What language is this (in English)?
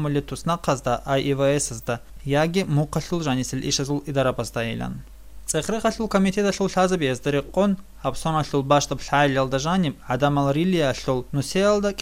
Avaric